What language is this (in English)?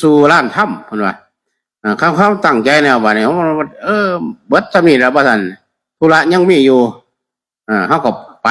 Northeastern Thai